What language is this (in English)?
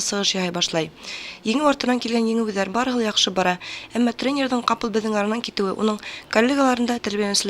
Bashkir